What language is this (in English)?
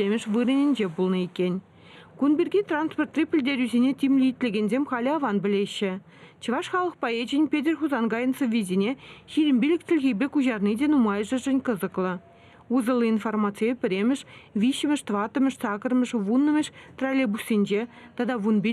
Chuvash